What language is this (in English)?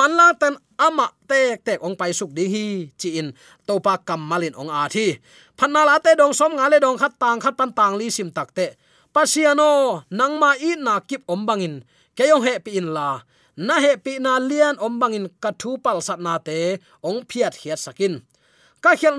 Tedim Chin